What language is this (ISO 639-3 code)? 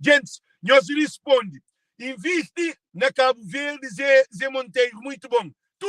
kea